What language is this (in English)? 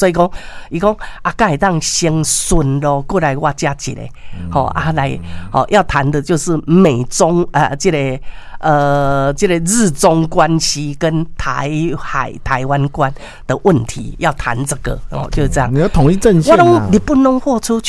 Min Nan Chinese